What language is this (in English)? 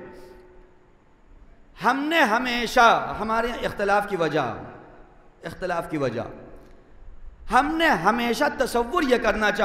Urdu